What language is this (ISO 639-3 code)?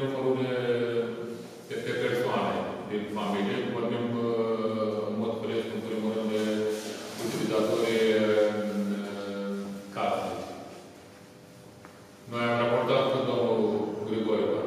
ron